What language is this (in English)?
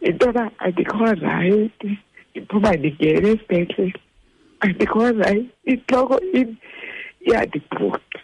Xhosa